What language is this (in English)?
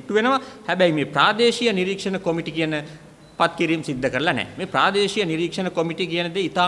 Sinhala